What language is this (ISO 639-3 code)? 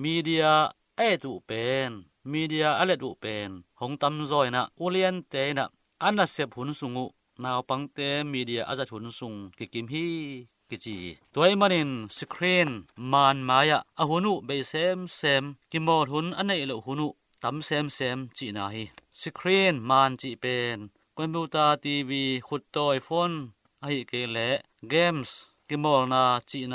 ctd